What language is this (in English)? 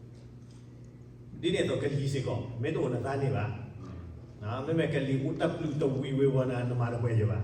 S'gaw Karen